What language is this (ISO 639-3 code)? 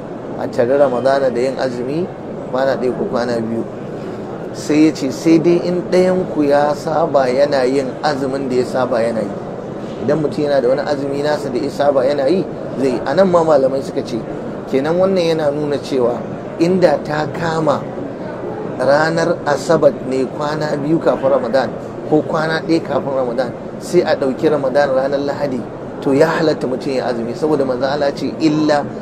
hau